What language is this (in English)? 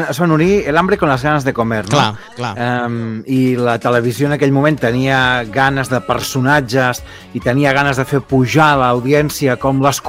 Catalan